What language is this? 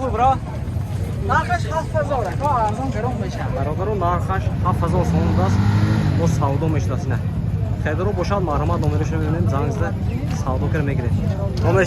Tajik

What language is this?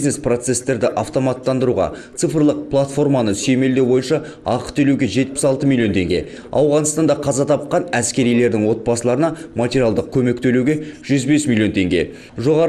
Kazakh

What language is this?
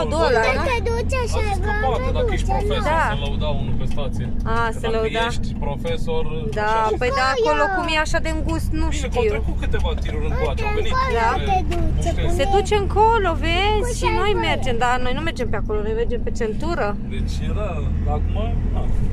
Romanian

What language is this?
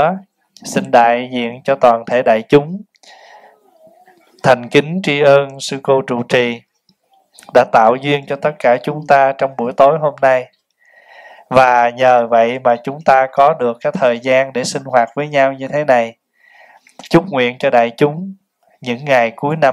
Vietnamese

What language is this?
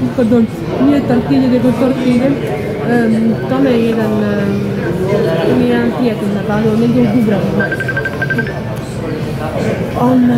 Croatian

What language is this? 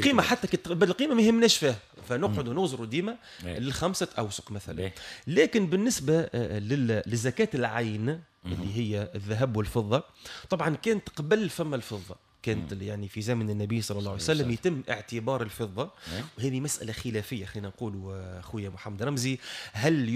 Tunisian Arabic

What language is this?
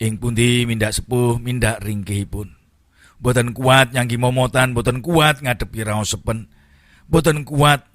Javanese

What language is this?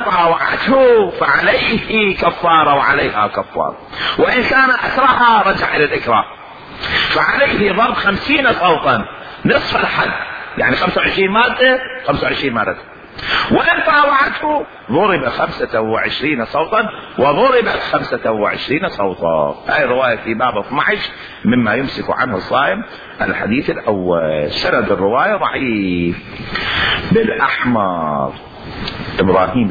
Mesopotamian Arabic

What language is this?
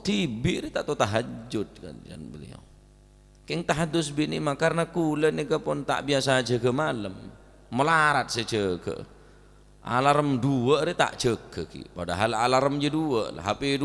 Madurese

